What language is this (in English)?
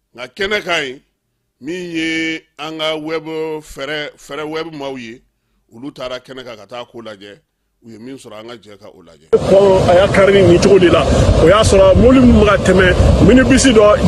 Bambara